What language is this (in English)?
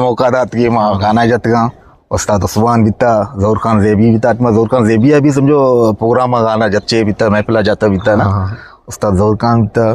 Eastern Balochi